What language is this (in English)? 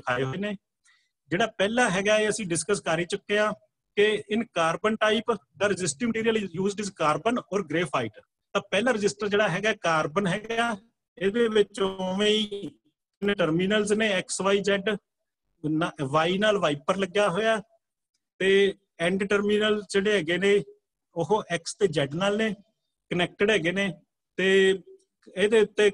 Punjabi